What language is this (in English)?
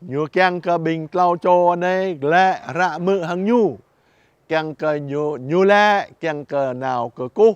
Jarai